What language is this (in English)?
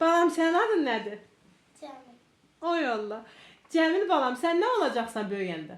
Azerbaijani